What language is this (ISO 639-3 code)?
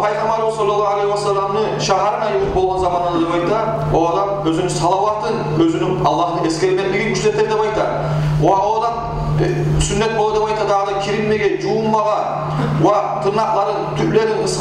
kum